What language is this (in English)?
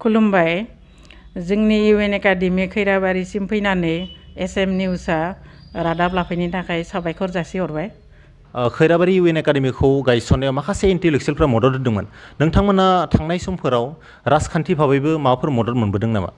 Bodo